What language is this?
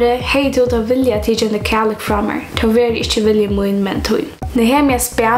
Faroese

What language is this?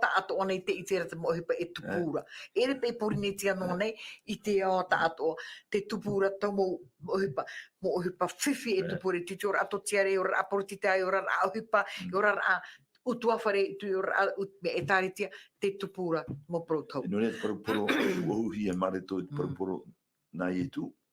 Tahitian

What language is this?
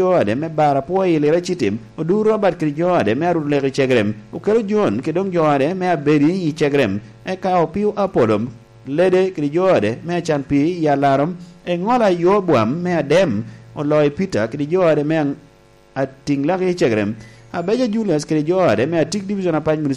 Lango (Uganda)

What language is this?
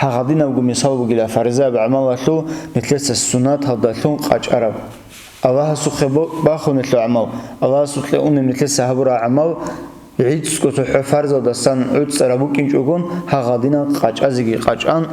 Avaric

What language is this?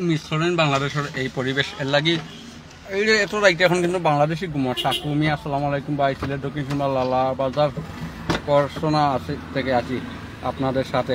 Sylheti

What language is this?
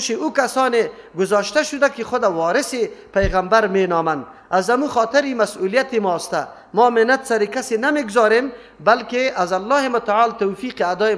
Persian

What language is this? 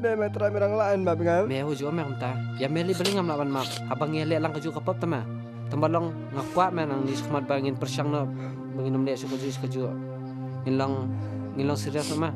Khasi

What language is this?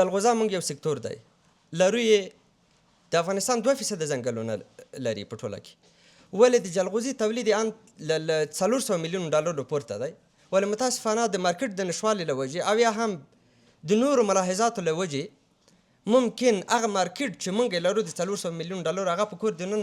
Pashto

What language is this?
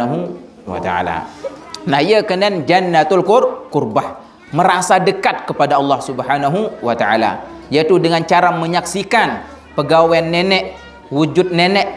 Sasak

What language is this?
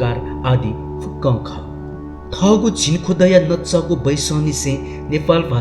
Newari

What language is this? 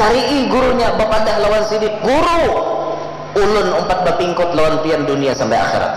Banjar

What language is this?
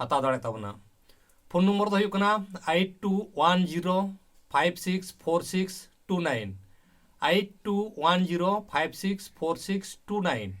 Santali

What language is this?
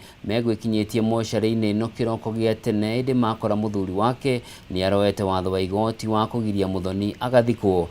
Kikuyu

